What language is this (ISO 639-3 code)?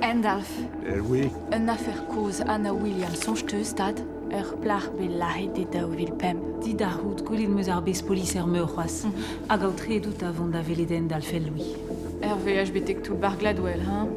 bre